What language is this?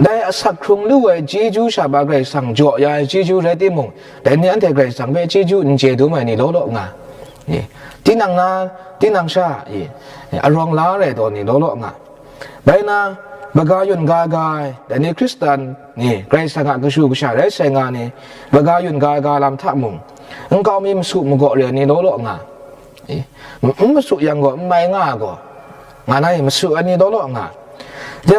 Kachin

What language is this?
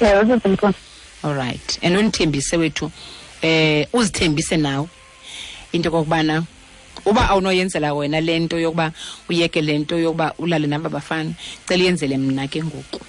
Xhosa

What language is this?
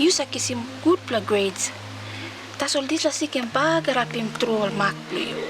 Tok Pisin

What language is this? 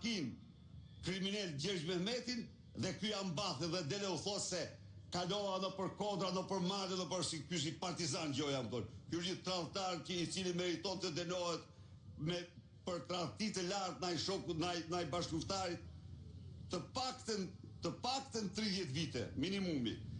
Albanian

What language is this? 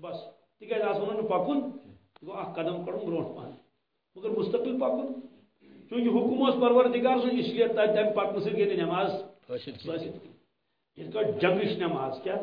Kashmiri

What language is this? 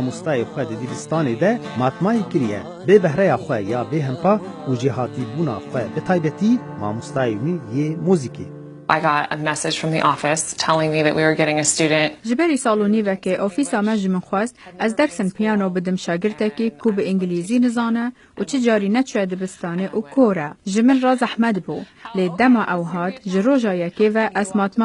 Kurdish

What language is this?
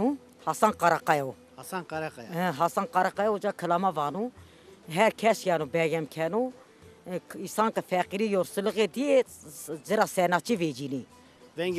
Zaza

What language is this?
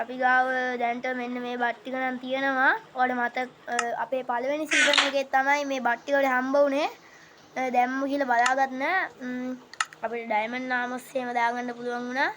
Sinhala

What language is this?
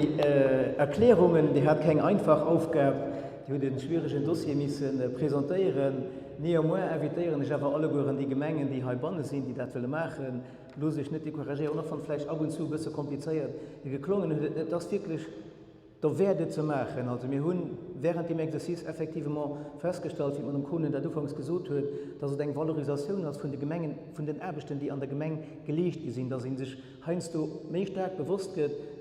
Luxembourgish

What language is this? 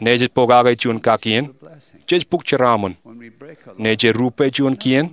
Marshallese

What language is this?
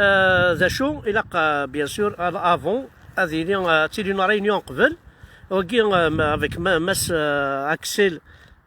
Kabyle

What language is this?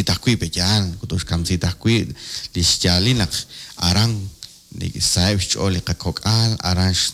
Kekchí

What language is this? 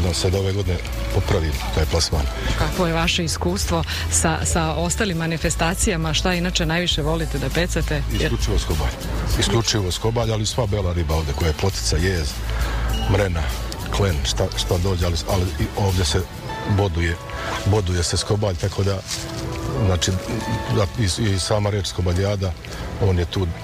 Serbian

